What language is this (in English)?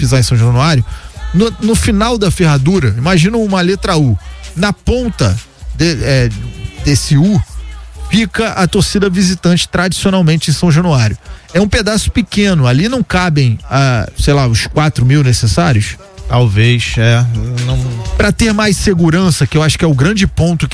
Portuguese